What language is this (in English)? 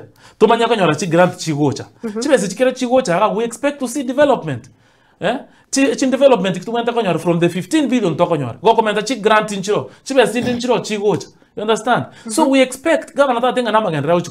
Gusii